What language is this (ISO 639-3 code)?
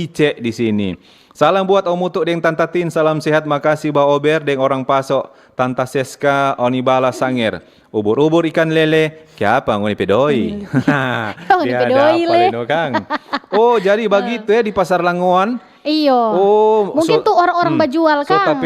xmm